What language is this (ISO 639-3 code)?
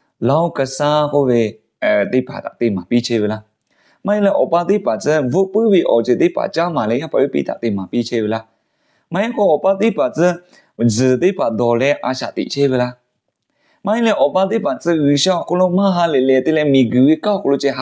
lhu